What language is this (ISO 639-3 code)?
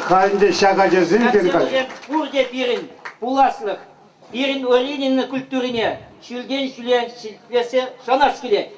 chv